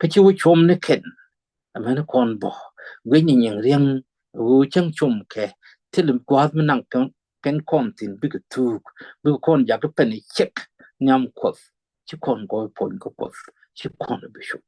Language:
Nuer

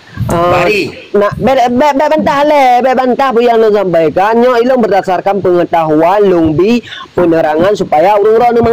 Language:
Achinese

